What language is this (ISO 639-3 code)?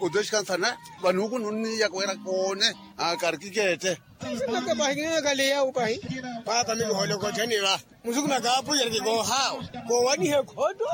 vmw